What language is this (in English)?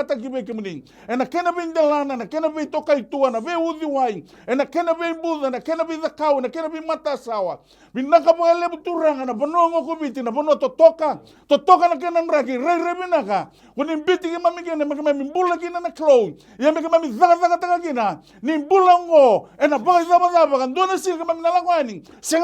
Fijian